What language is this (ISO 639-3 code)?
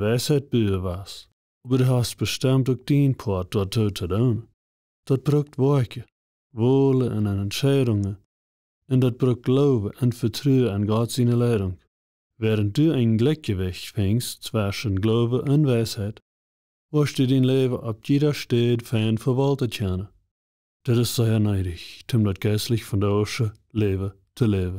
pdt